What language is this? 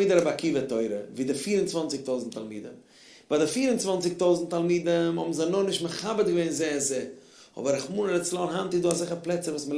Yiddish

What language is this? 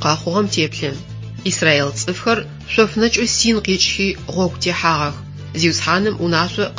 Adyghe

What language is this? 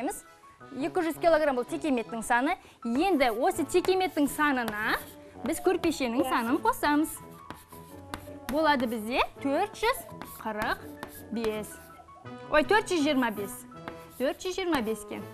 Kazakh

